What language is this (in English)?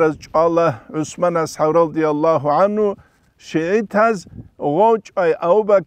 Avaric